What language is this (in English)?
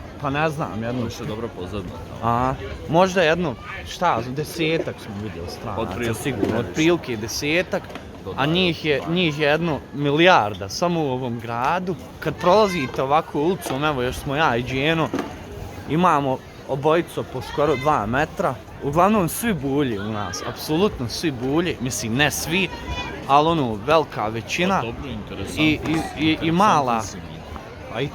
Bosnian